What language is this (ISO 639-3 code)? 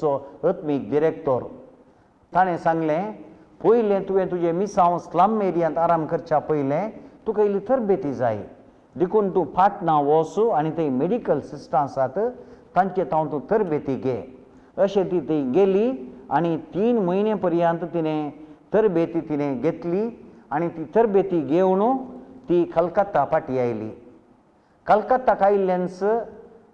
kok